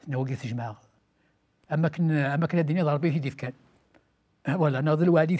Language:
Kabyle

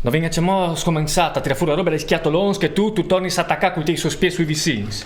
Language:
Friulian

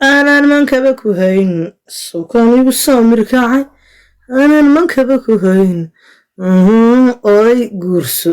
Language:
Somali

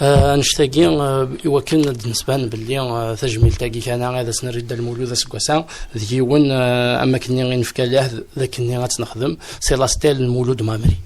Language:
Kabyle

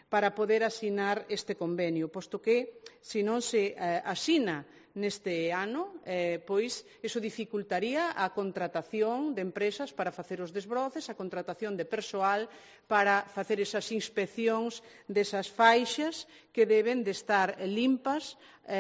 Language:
Galician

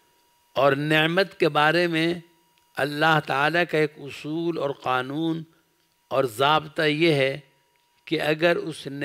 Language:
French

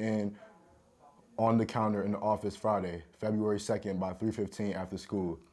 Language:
English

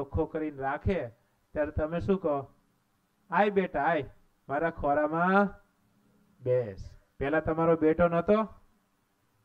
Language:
Gujarati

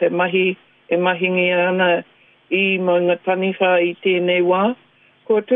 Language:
Māori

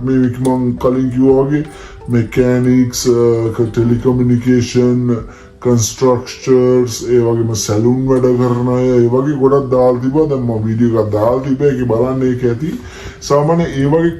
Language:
Sinhala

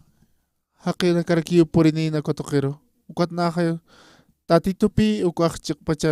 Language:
Aymara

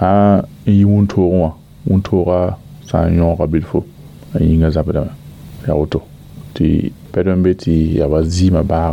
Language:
Mossi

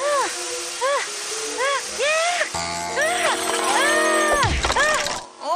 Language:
Kurdish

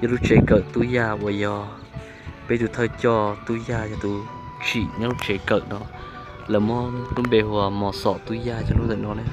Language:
Hmong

